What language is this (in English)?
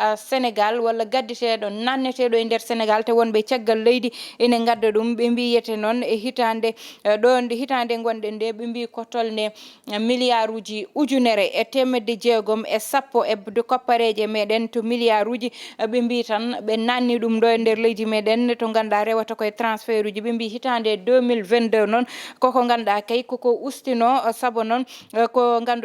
Fula